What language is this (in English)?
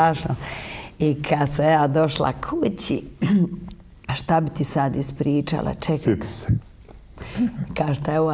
Croatian